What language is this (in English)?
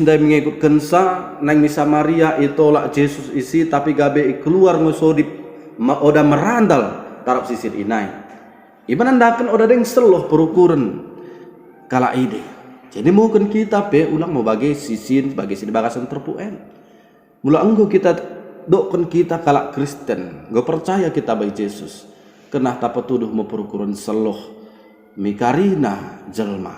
Batak Dairi